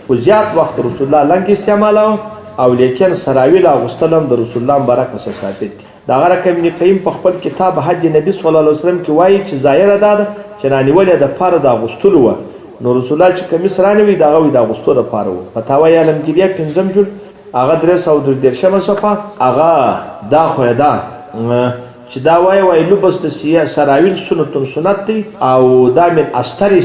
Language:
Pashto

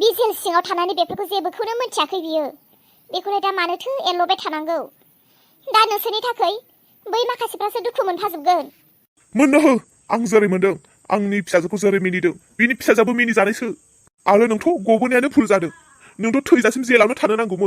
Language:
Bodo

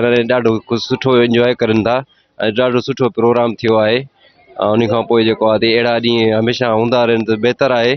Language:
Sindhi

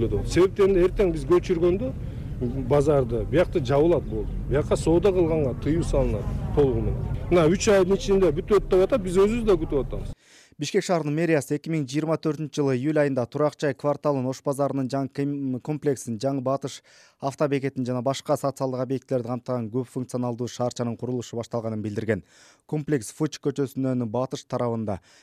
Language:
Kyrgyz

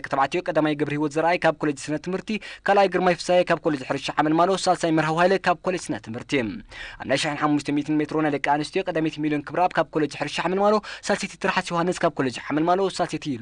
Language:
Tigrinya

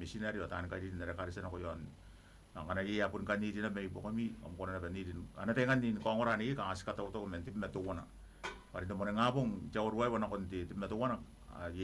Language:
Gilbertese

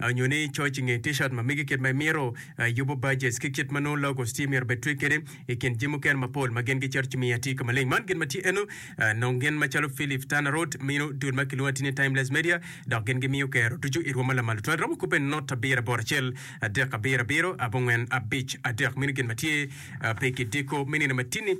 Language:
Acoli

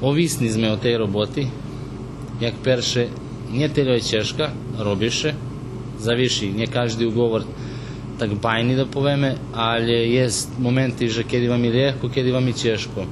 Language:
Rusyn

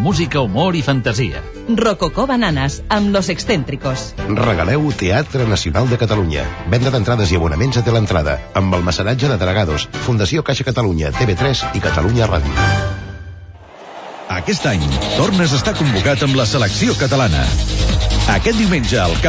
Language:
Catalan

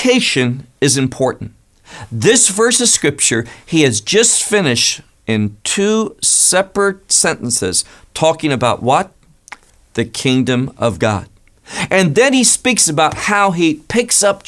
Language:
English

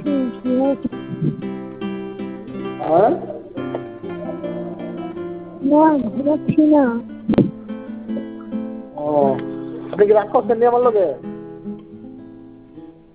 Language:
Bangla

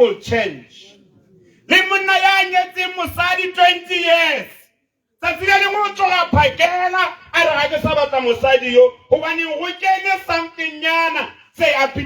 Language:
Tswana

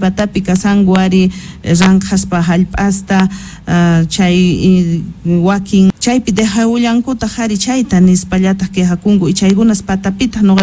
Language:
South Bolivian Quechua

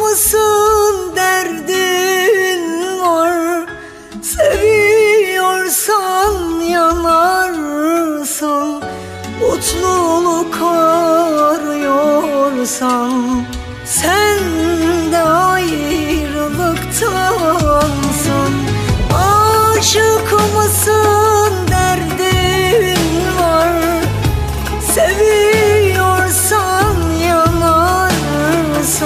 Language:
Turkish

